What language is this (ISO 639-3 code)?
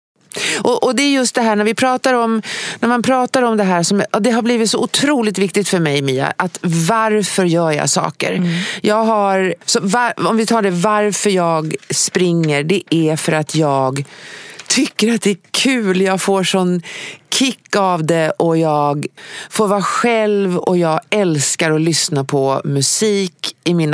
swe